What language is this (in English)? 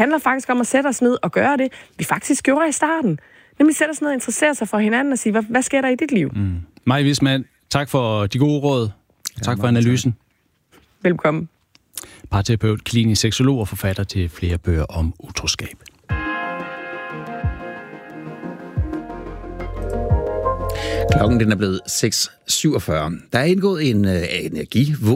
Danish